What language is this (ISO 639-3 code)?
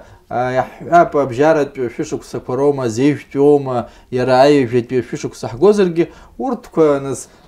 abk